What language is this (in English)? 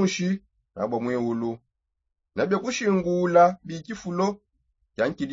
Songe